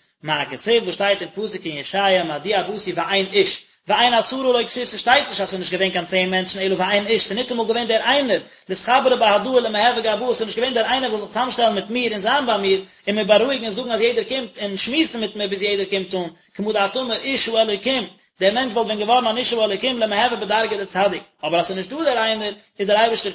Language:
Yiddish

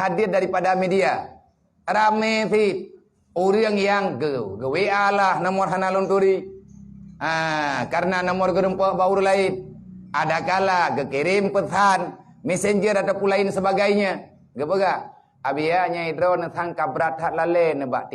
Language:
Achinese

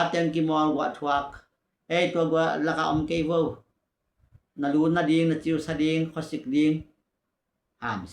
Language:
Tedim Chin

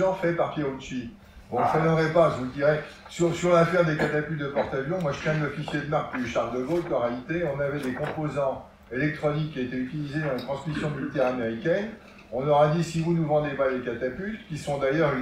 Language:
French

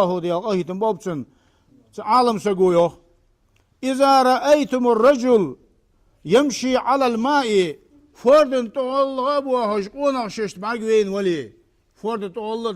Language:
Ingush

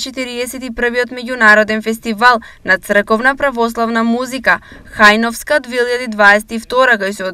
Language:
Macedonian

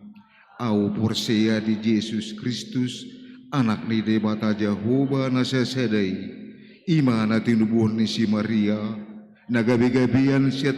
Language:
Batak Toba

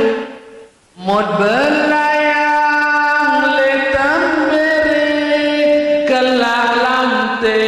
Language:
Sasak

